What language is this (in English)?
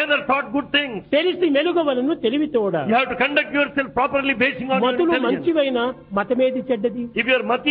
Telugu